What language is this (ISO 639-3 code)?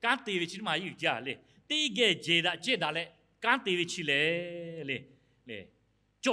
lhu